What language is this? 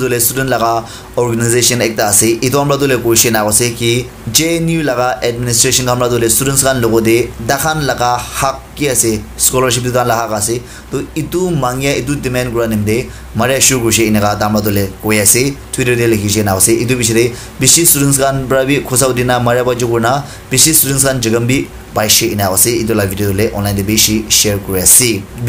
Naga Pidgin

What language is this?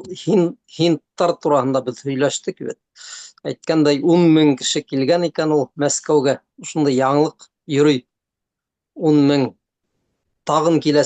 Bashkir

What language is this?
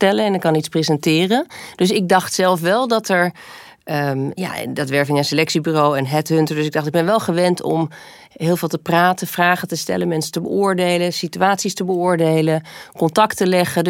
Dutch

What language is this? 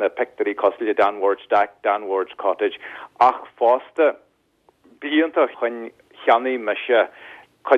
Irish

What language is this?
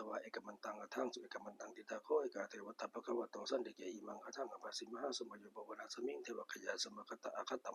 Pali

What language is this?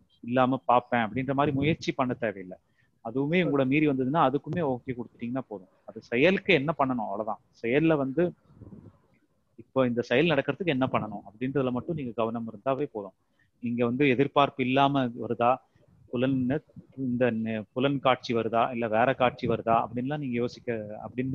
Tamil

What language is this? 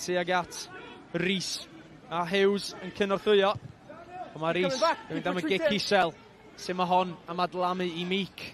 Welsh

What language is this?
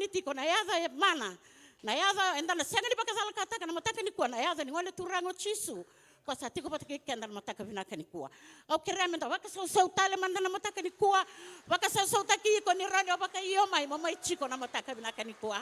Fijian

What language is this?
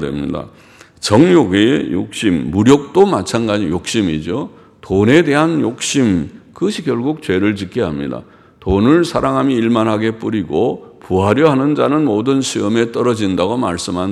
Korean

